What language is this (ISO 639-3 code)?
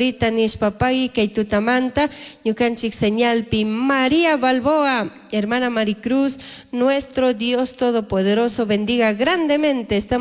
qug